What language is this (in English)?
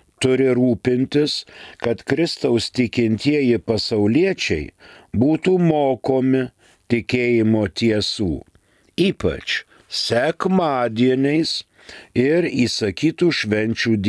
Lithuanian